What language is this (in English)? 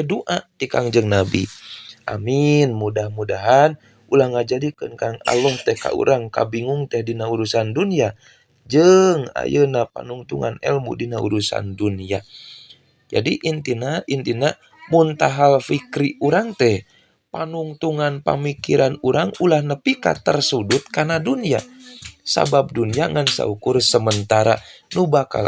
Sundanese